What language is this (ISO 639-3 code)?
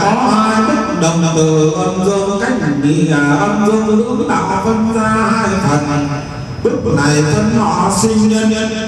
vie